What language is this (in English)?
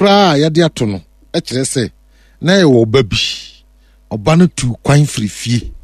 Akan